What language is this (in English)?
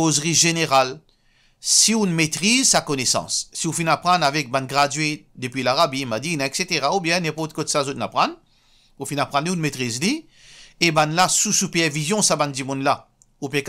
Morisyen